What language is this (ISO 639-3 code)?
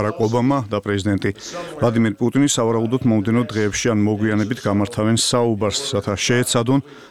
kat